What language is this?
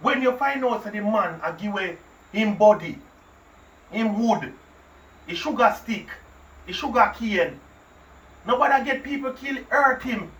Jamaican Creole English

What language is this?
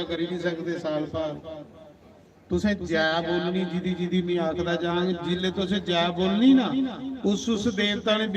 Dogri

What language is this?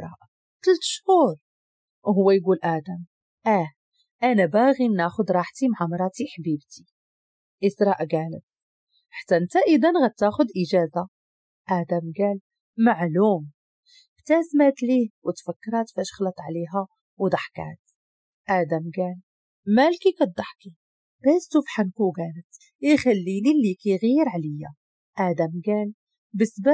Moroccan Arabic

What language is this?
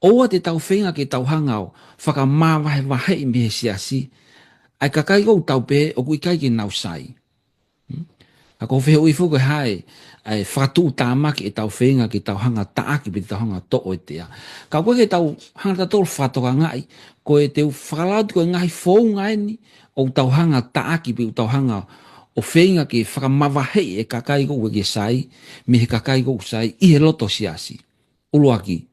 Tongan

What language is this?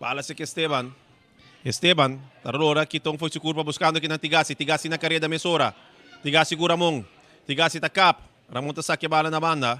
Papiamento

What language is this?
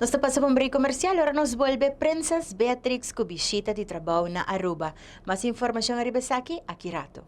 Papiamento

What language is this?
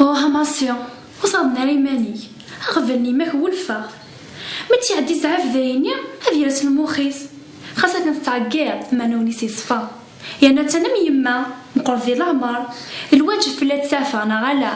Kabyle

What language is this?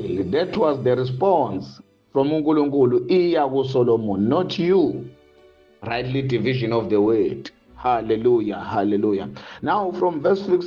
Zulu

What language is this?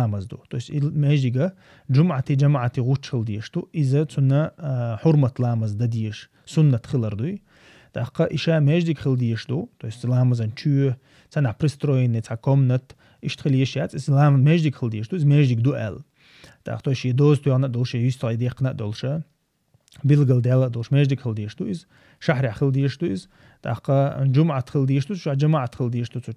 Chechen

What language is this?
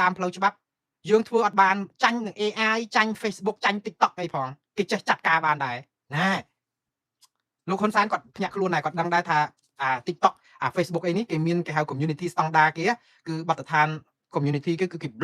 Khmer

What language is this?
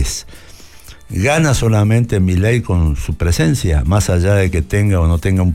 Spanish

